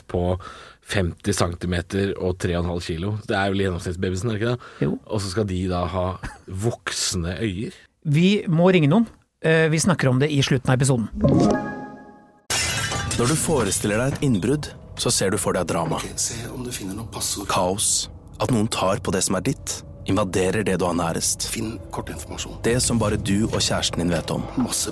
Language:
Norwegian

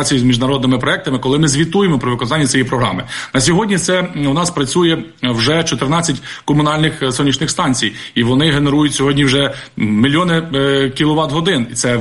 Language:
Ukrainian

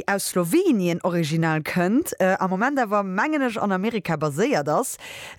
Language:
Luxembourgish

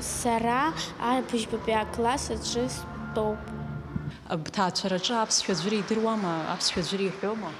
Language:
Abkhazian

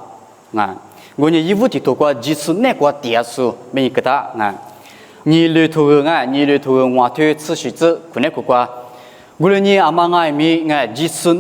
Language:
Lisu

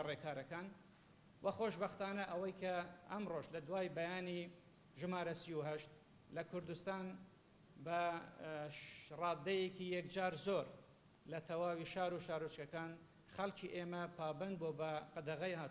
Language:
Central Kurdish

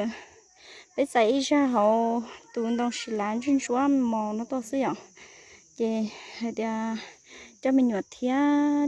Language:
Hmong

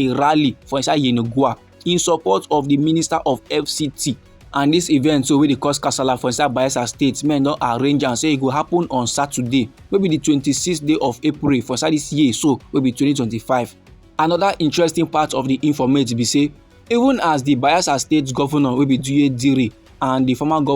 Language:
Nigerian Pidgin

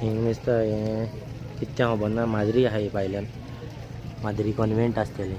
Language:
Konkani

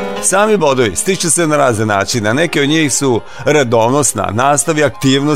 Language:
Serbian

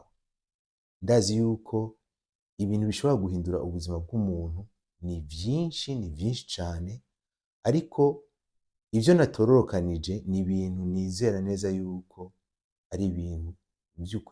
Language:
Rundi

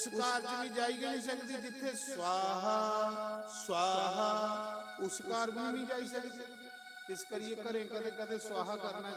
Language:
Dogri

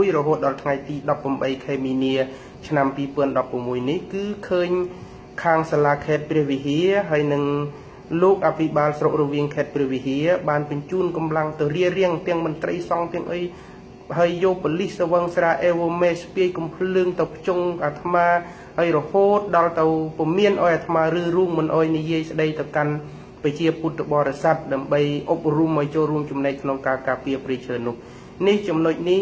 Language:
Khmer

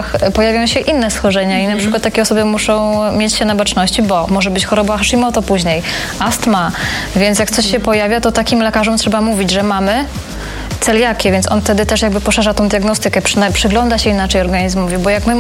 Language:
Polish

